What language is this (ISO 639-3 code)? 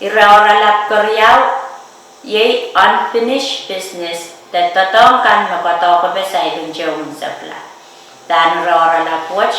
pon